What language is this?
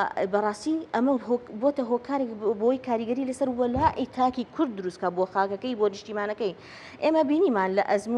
Central Kurdish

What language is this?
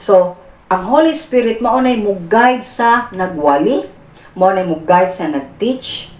Cebuano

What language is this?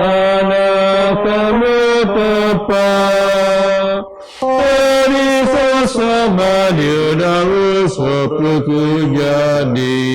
Biatah Bidayuh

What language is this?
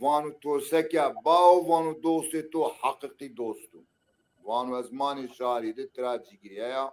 Zaza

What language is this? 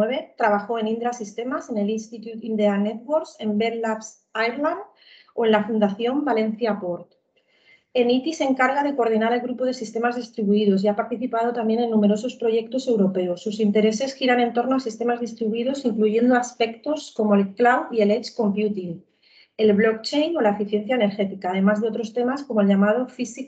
Spanish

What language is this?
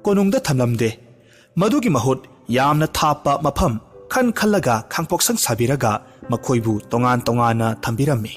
Manipuri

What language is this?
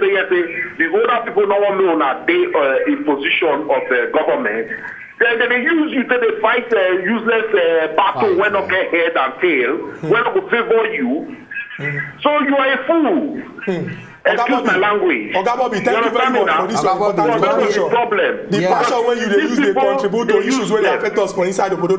Nigerian Pidgin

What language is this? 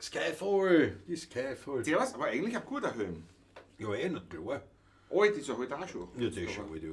Bavarian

